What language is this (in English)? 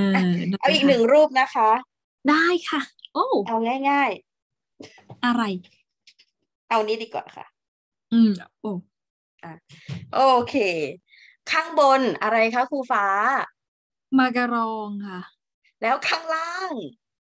Thai